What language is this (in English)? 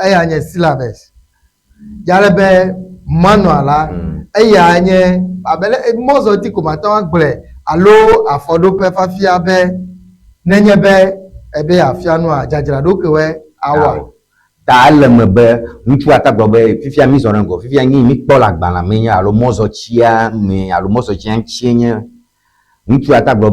Ewe